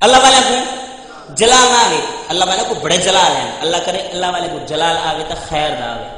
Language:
Saraiki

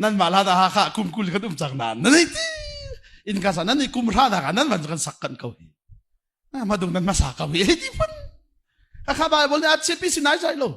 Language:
Hakha Chin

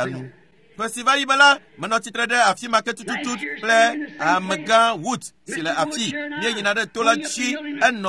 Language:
Ewe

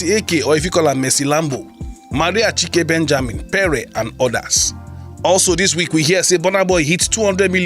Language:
Nigerian Pidgin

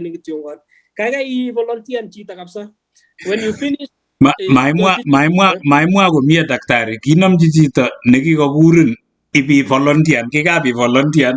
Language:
Kalenjin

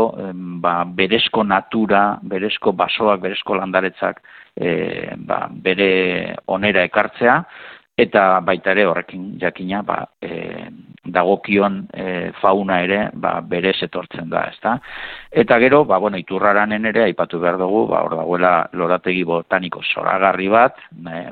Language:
Basque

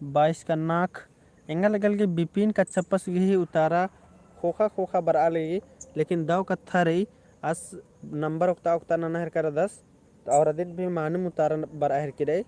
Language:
Kurukh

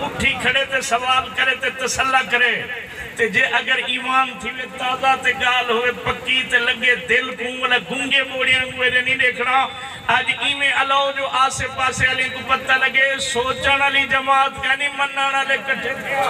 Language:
Saraiki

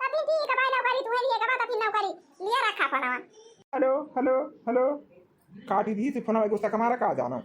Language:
Awadhi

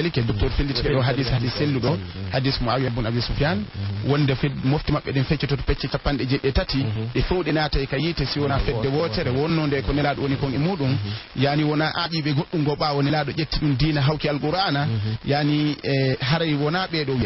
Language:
Fula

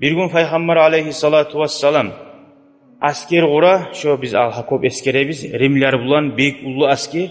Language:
Kumyk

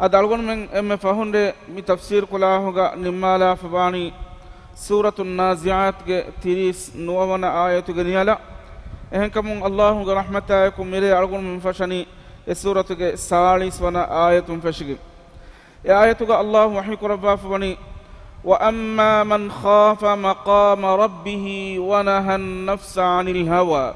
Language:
Divehi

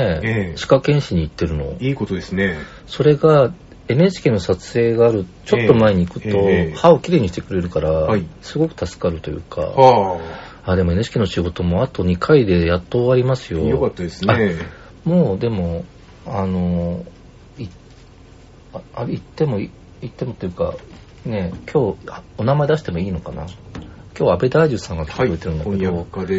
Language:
Japanese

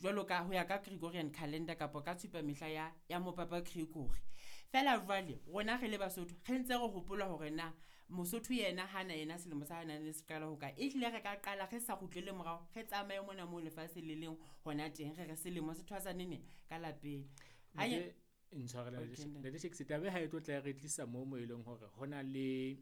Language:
Southern Sotho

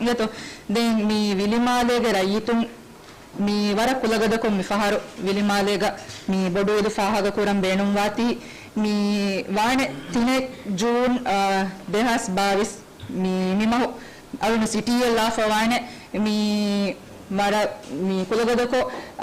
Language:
Divehi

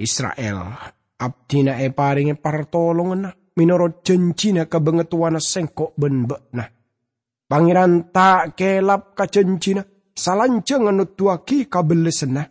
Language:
Madurese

